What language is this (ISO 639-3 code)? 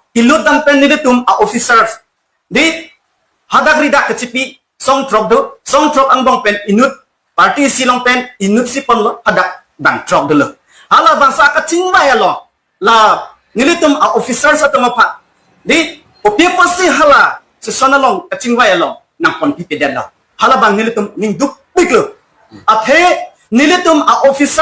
mjw